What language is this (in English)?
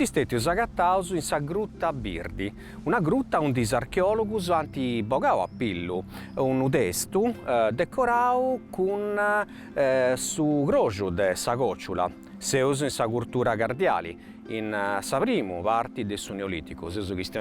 Sardinian